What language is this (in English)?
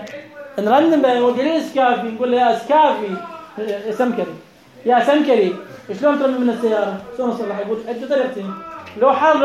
Mesopotamian Arabic